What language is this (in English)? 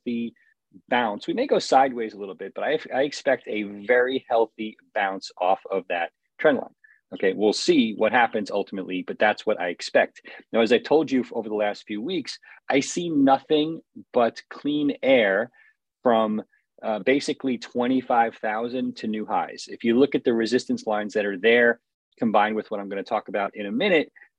English